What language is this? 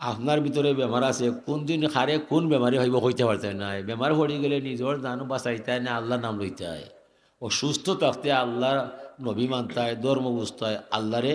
Sylheti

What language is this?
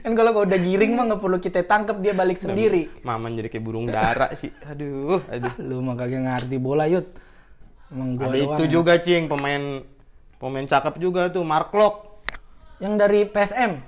Betawi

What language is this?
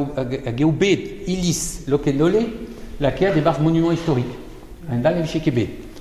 Breton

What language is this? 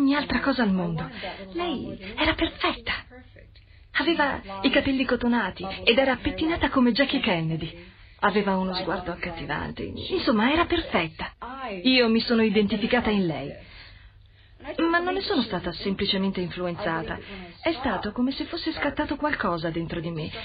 Italian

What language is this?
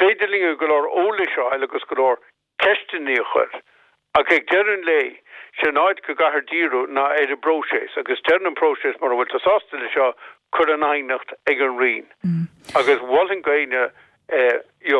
Irish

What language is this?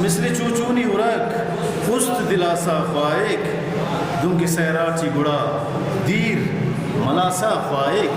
Brahui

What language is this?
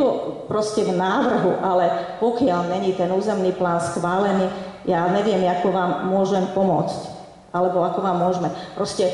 Slovak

